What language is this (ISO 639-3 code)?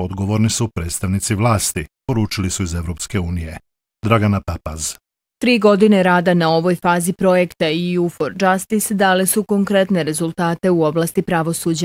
bos